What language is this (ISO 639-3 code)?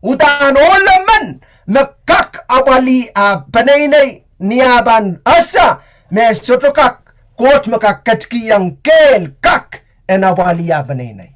pon